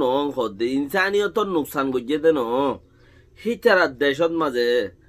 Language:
Rohingya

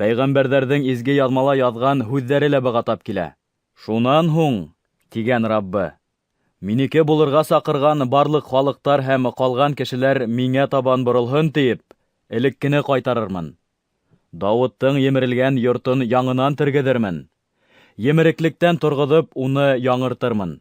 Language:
Bashkir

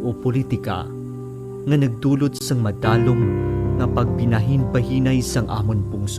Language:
Hiligaynon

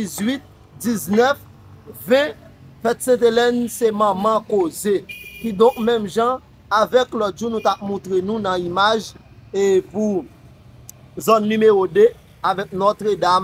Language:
Haitian Creole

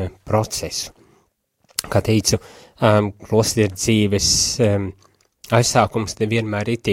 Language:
Latvian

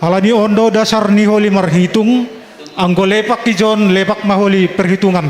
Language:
Batak Simalungun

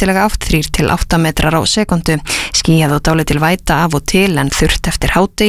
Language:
Icelandic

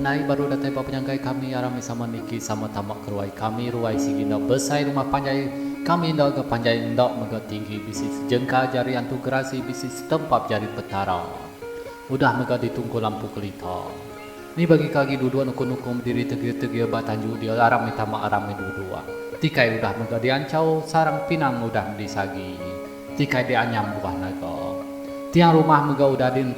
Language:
Iban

